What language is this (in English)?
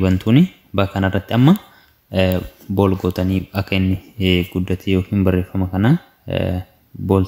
Oromo